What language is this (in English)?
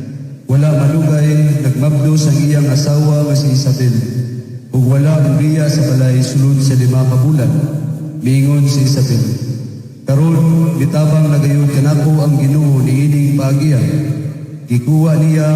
Cebuano